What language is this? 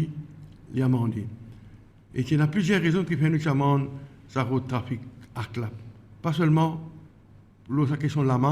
Morisyen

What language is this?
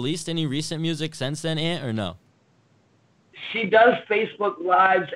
English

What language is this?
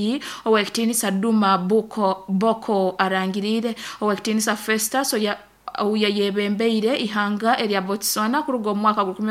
Nyoro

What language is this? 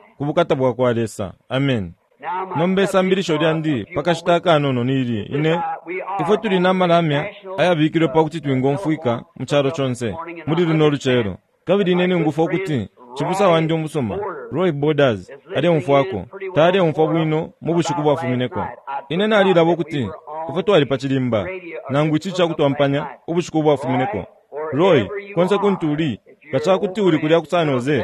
Bemba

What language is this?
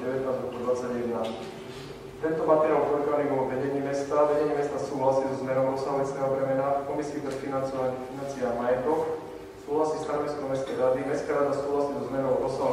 Slovak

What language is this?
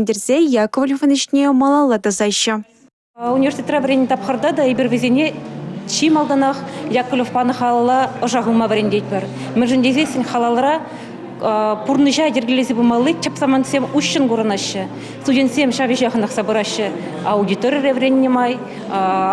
Chuvash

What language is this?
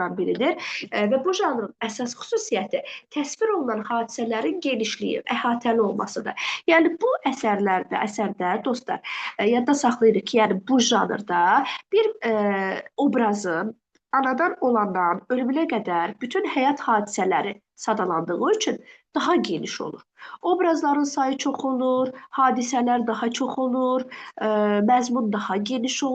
Azerbaijani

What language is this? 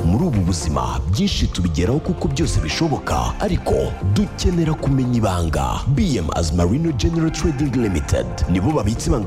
Kinyarwanda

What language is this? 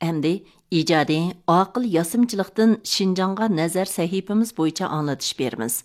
Uyghur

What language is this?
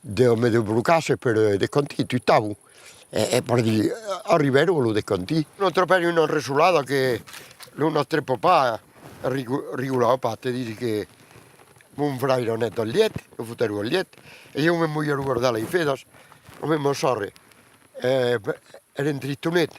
Occitan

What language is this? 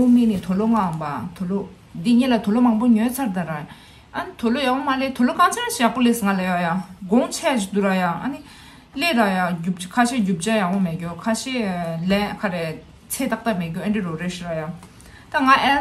Tibetan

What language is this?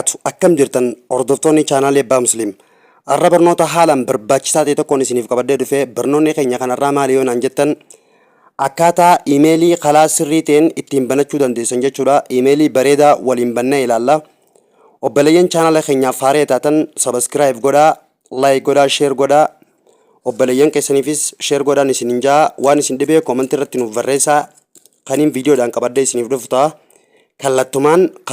Oromo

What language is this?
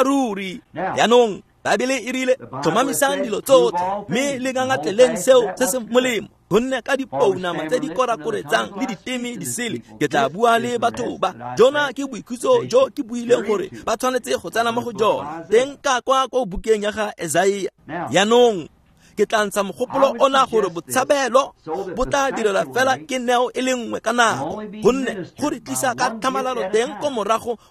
Tswana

